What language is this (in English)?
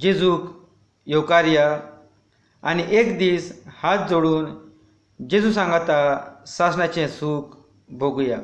Konkani